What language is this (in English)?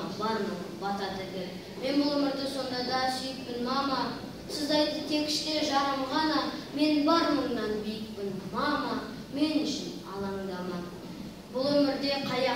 Kazakh